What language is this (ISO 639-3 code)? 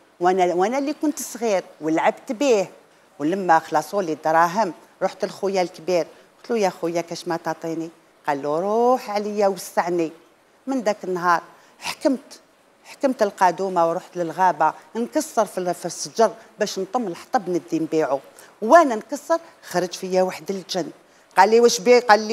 arq